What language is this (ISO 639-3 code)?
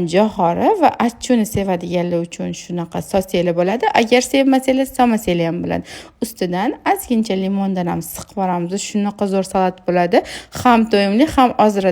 uzb